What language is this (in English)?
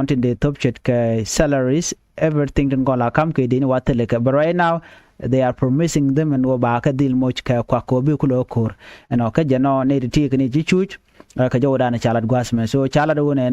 Nuer